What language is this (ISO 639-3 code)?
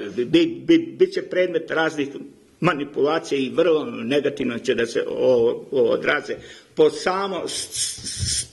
srp